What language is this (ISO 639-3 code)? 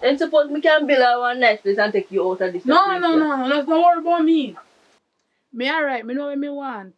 jam